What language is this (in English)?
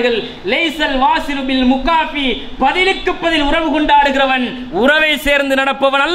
Tamil